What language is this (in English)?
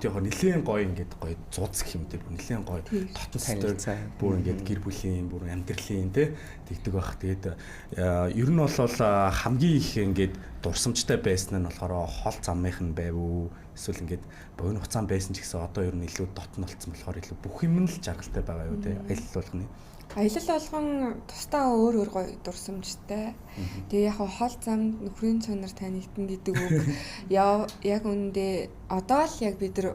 Mongolian